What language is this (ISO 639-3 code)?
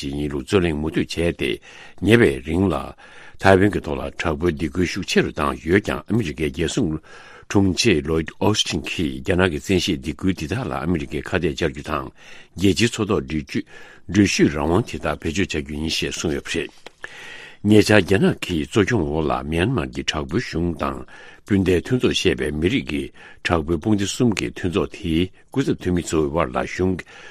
bod